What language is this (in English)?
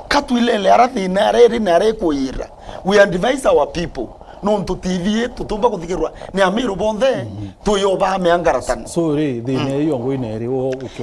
Meru